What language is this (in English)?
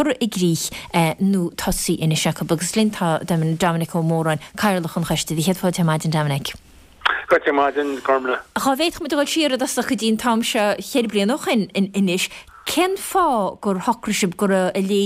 Irish